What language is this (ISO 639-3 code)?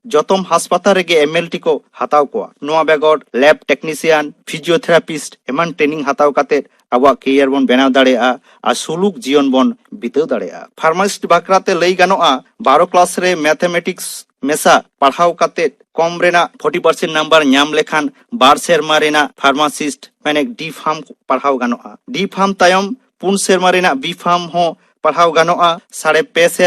sat